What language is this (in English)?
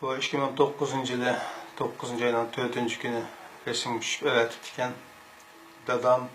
Uyghur